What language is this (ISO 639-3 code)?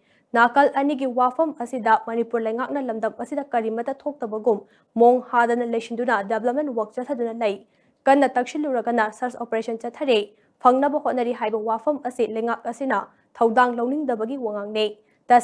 mni